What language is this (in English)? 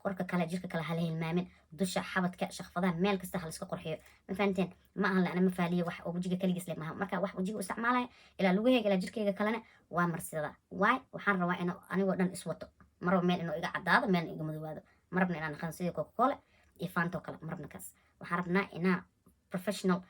Somali